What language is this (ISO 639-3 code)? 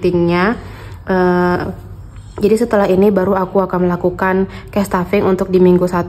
ind